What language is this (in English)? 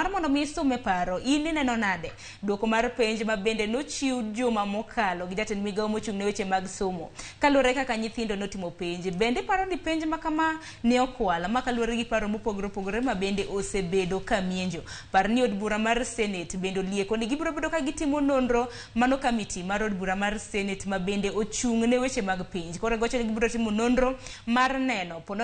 Luo (Kenya and Tanzania)